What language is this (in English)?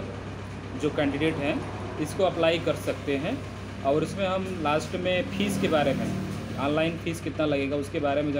Hindi